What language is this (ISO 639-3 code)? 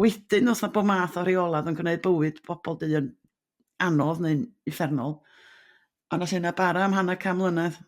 cym